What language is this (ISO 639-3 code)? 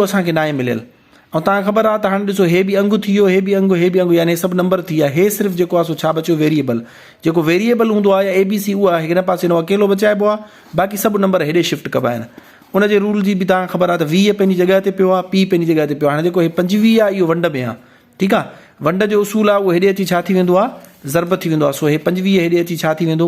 snd